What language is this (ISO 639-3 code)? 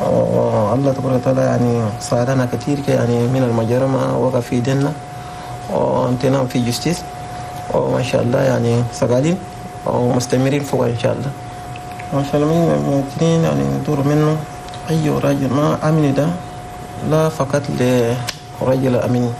shu